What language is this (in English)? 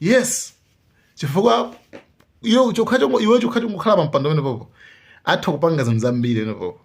Nyanja